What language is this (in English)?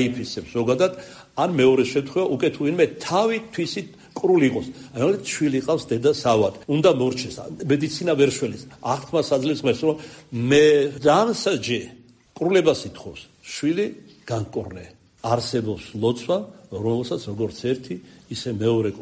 Georgian